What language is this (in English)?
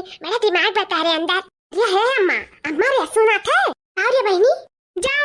Awadhi